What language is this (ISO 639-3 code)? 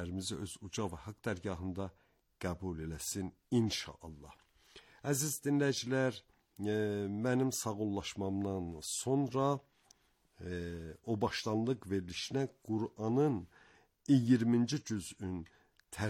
aze